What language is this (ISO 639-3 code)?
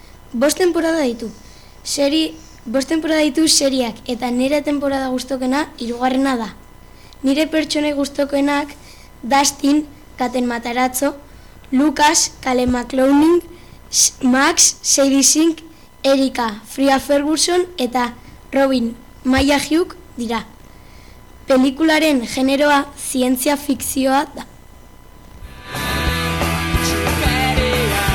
eus